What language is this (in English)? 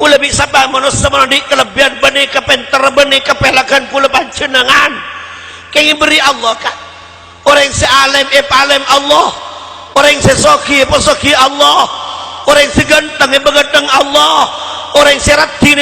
Madurese